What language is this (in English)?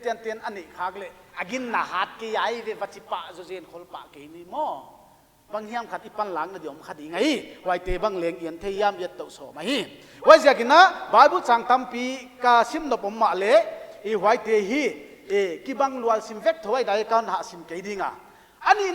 Paite Chin